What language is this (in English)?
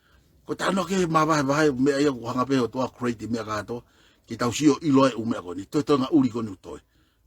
Tongan